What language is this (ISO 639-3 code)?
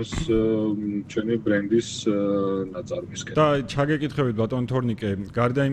kat